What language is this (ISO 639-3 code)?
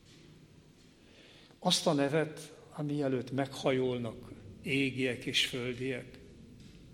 hun